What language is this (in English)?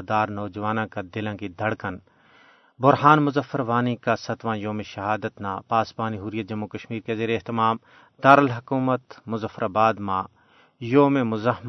Gujari